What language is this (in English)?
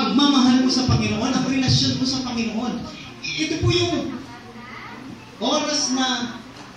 Filipino